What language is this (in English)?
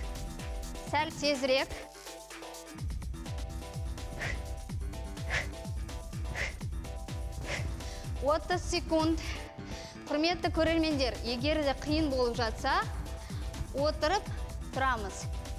Kazakh